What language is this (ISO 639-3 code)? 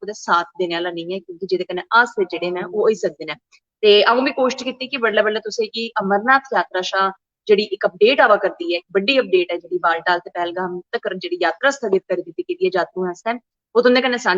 doi